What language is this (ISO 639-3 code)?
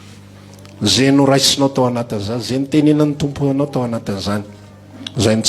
mlg